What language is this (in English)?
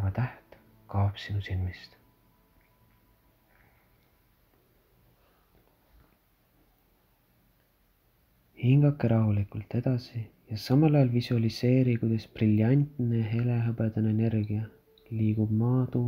Estonian